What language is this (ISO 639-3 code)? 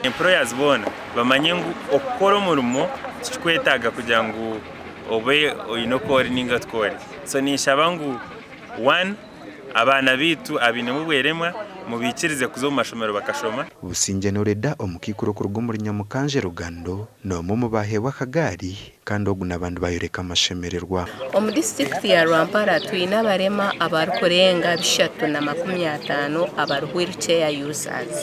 nyn